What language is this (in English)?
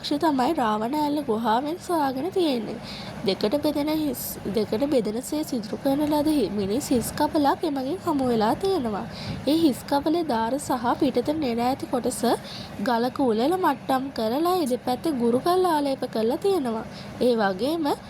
Sinhala